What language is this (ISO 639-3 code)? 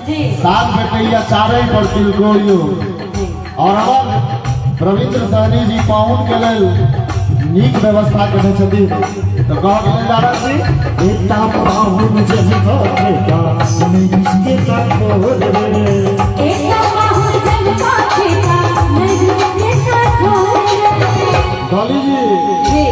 mai